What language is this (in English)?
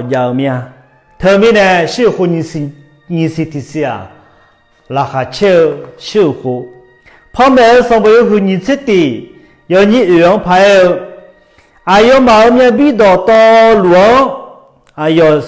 Akha